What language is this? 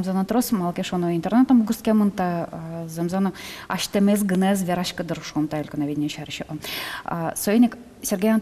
Udmurt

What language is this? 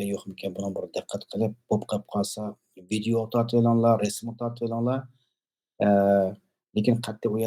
Uyghur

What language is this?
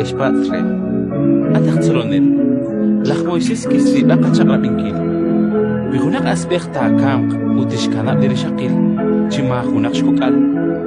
Kekchí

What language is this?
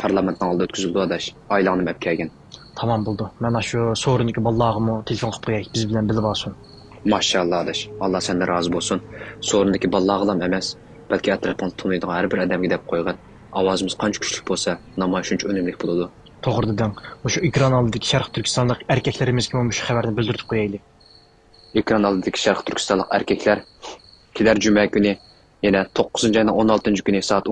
Uyghur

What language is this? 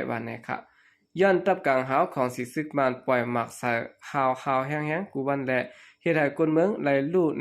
Shan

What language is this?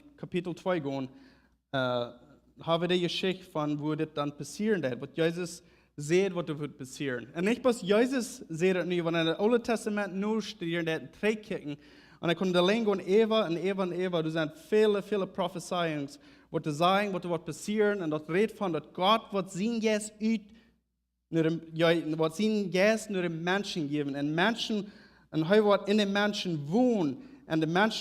Plautdietsch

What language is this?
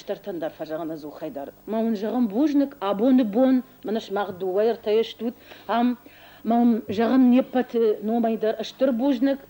Ossetic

